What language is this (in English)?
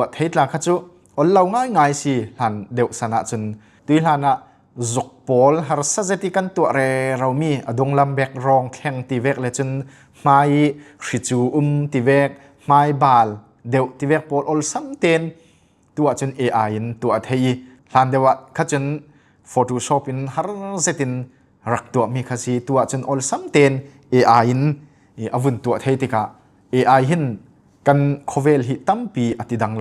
Falam Chin